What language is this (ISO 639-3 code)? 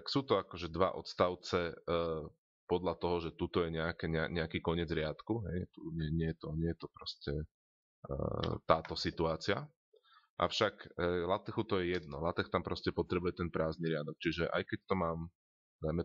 slk